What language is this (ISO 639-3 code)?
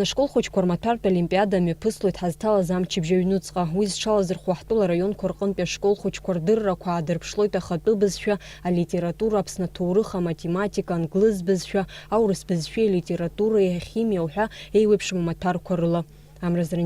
abk